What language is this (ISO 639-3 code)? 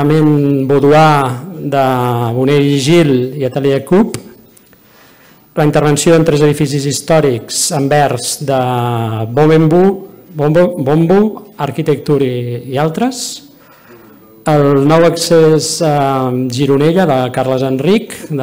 cat